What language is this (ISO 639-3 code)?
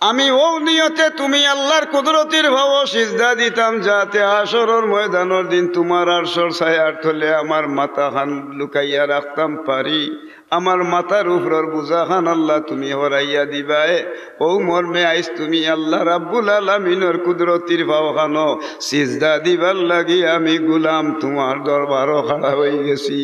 syl